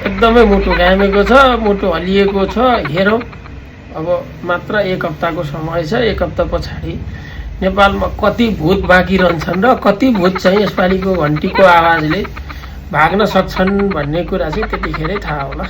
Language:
Nepali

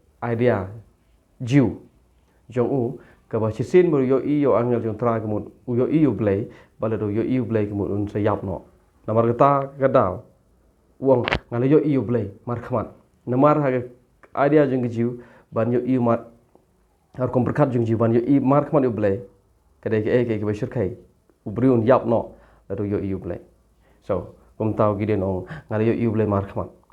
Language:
Khasi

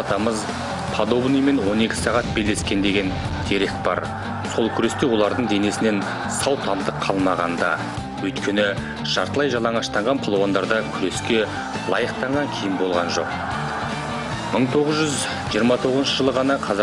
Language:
Kazakh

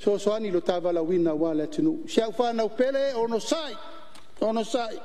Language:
Samoan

